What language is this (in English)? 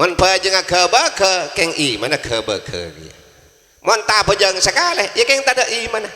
Madurese